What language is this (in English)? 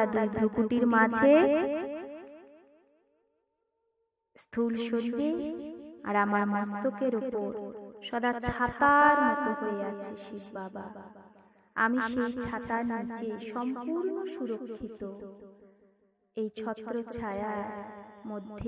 Bangla